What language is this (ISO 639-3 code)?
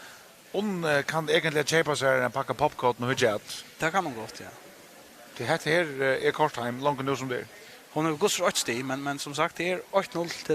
fao